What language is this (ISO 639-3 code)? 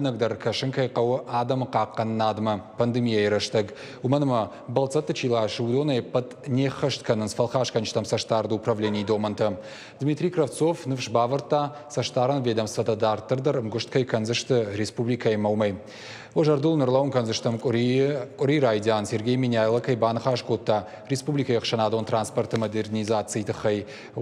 oss